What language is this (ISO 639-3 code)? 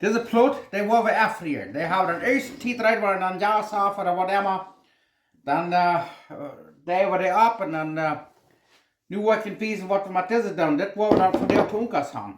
pdt